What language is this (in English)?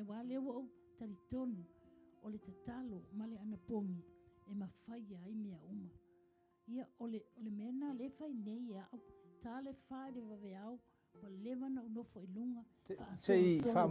Samoan